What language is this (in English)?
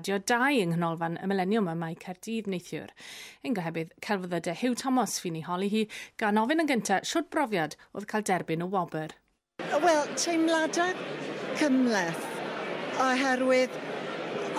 Welsh